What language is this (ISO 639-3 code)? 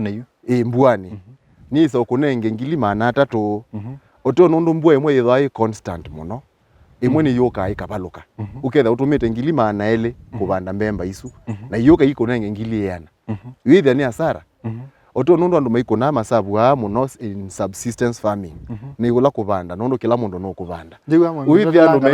kam